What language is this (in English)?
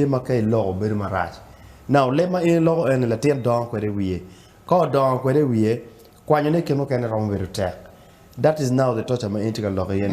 Acoli